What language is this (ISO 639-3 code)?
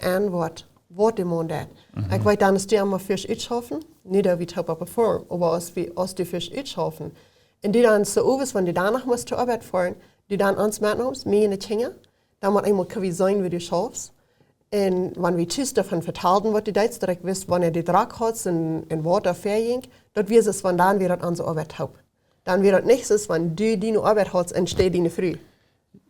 pdt